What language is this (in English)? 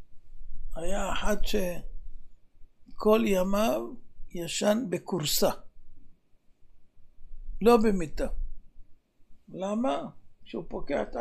Hebrew